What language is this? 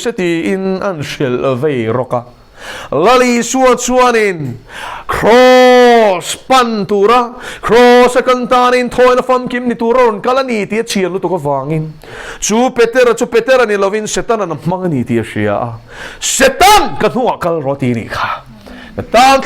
Mizo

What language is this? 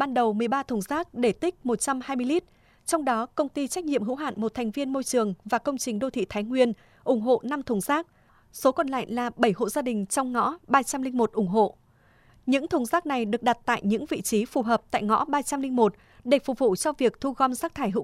Vietnamese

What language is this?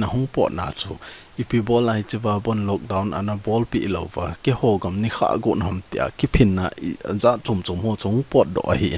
Thado Chin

